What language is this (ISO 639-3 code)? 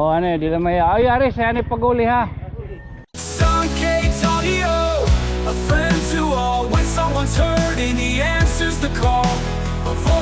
war